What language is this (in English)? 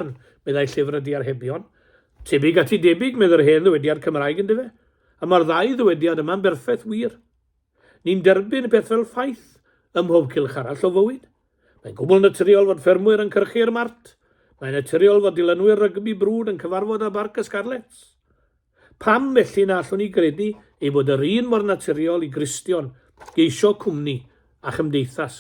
Welsh